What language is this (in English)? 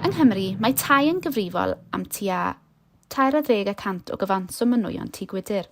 Welsh